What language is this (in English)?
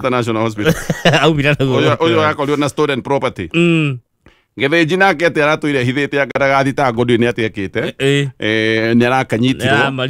Kikuyu